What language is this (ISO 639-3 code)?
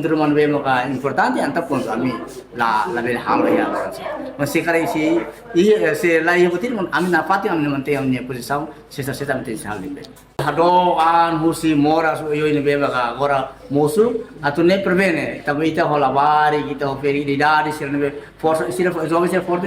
tet